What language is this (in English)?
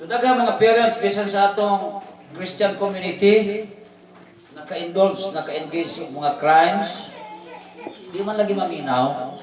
Cebuano